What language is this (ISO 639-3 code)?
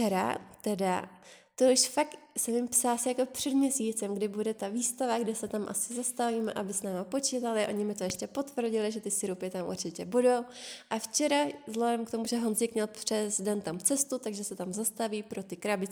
ces